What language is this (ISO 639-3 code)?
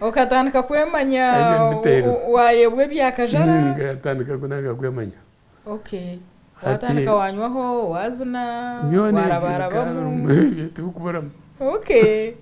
nyn